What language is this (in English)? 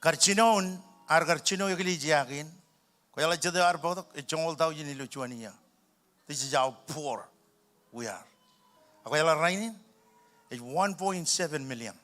Marshallese